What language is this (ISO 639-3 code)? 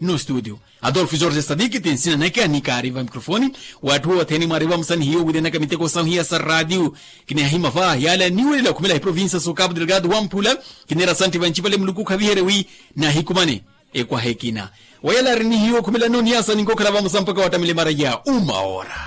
vmw